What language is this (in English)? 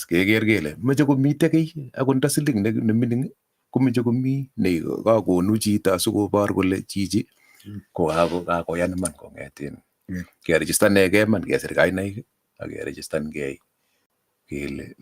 Kalenjin